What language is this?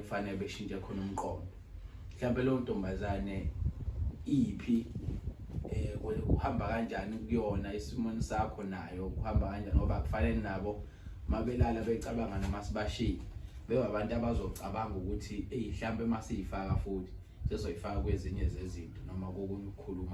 Zulu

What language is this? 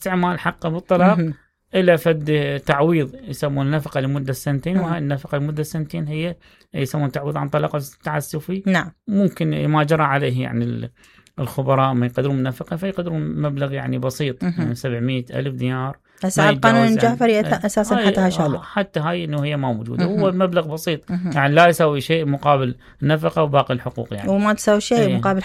Mesopotamian Arabic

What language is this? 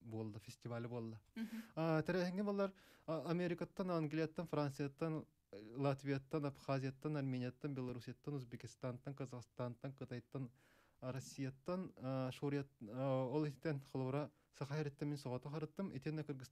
Yakut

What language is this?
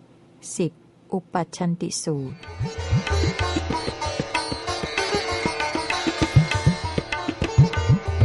Thai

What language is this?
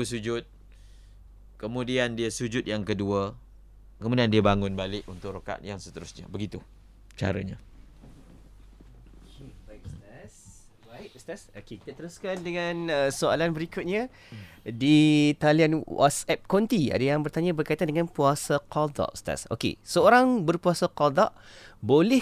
Malay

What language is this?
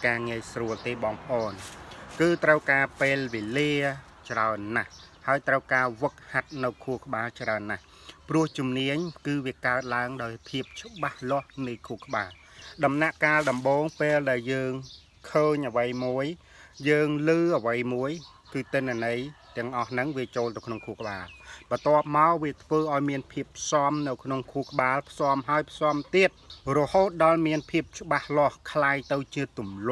Khmer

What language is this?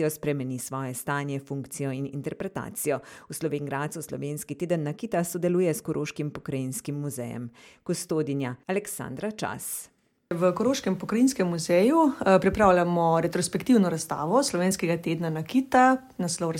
Slovenian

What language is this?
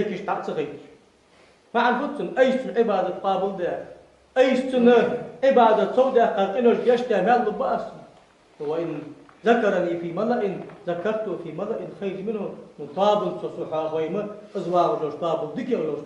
Ingush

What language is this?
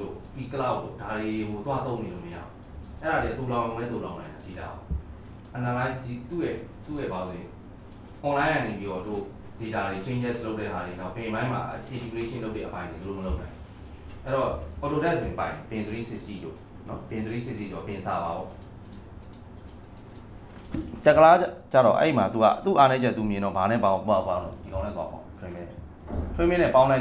Burmese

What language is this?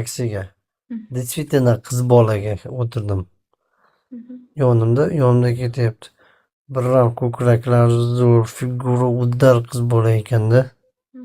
Uzbek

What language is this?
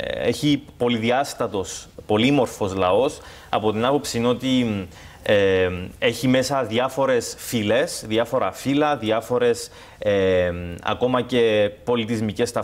Greek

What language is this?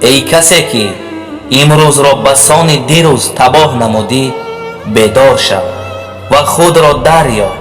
Tajik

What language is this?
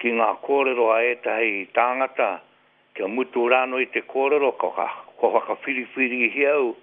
Māori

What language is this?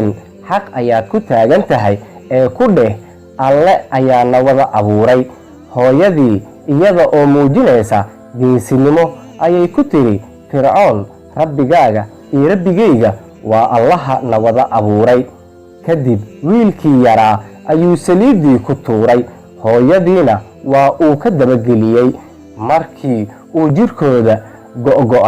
Somali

